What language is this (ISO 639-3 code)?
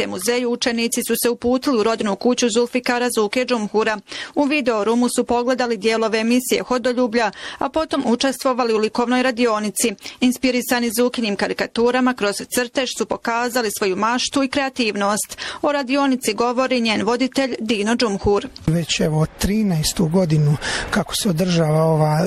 bos